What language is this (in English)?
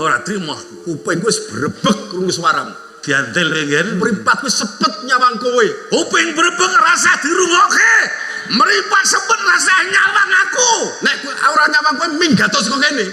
Javanese